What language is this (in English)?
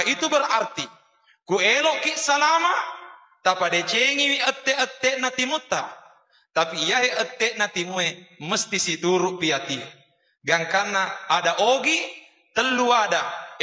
Buginese